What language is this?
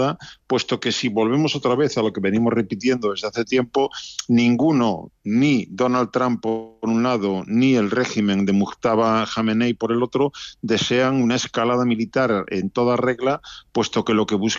Spanish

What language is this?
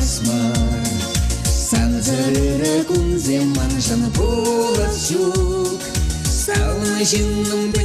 Chuvash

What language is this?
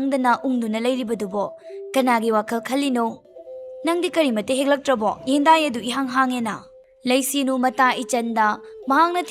Manipuri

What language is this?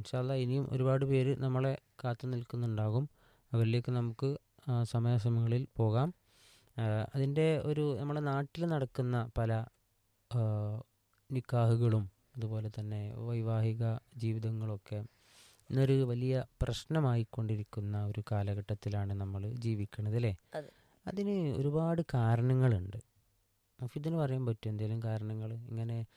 Malayalam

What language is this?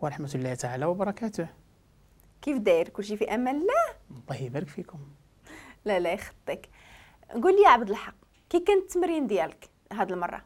Moroccan Arabic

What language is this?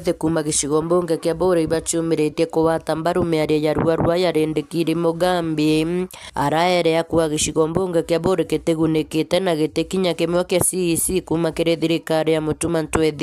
Meru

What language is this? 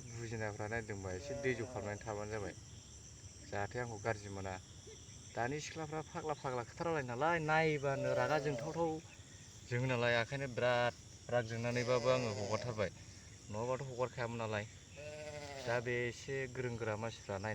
Bodo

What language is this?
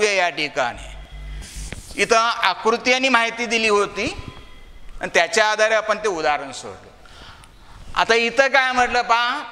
Marathi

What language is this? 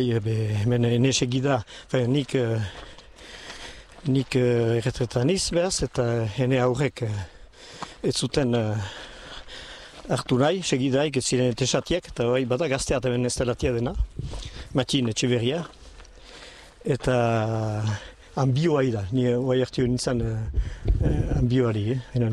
Basque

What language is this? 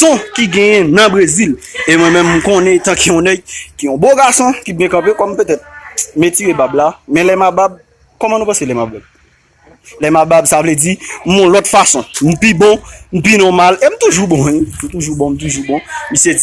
Haitian Creole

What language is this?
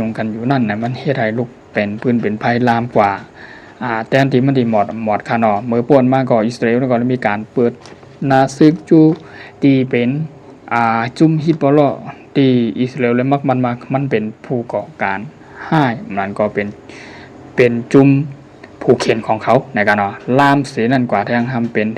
Shan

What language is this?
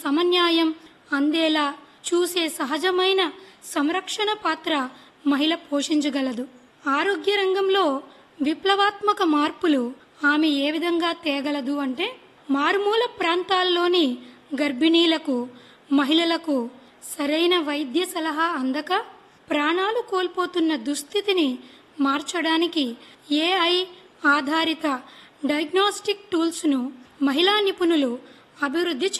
Telugu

